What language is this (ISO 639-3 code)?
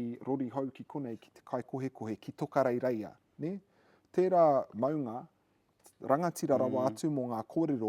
mri